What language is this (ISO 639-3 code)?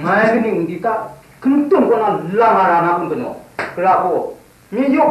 kac